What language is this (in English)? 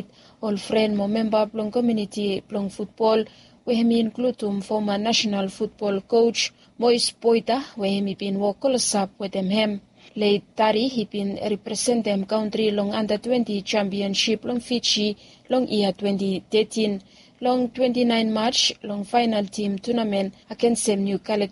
Bislama